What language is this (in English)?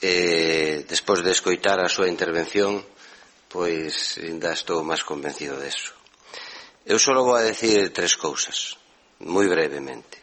Galician